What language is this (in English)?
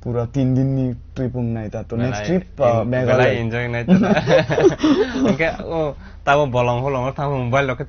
Kok Borok